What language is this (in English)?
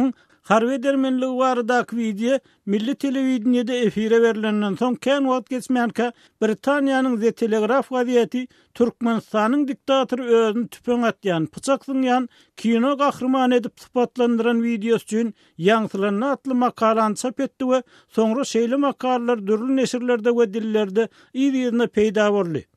Turkmen